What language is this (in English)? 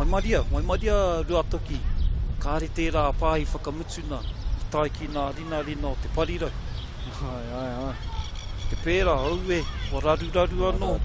Māori